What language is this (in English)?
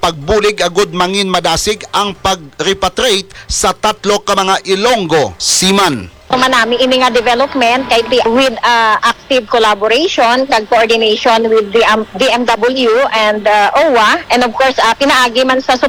Hiligaynon